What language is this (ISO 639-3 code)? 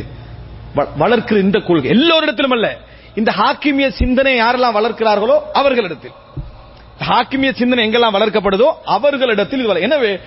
tam